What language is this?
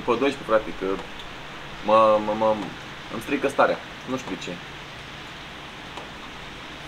Romanian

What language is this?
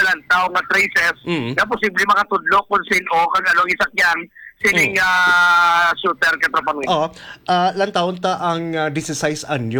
Hiligaynon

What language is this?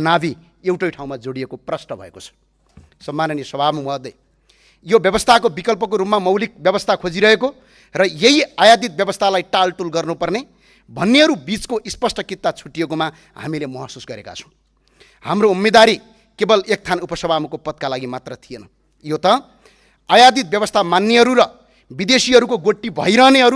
Nepali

